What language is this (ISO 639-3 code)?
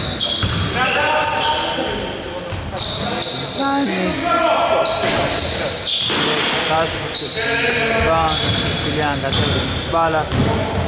ell